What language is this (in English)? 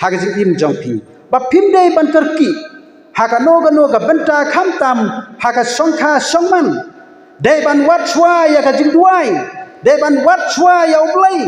Khasi